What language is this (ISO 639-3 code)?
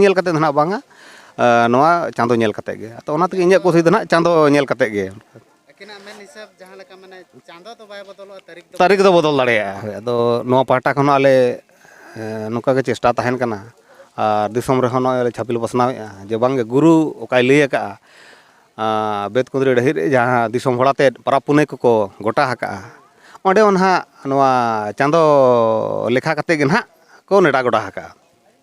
sat